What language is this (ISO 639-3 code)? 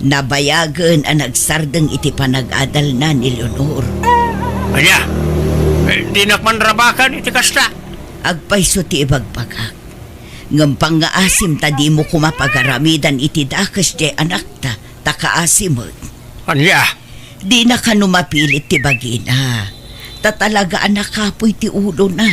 ilo